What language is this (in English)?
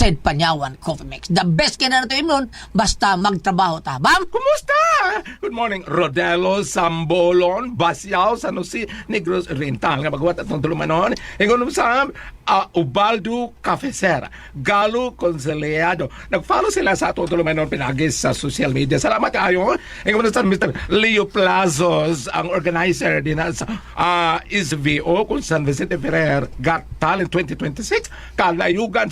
Cebuano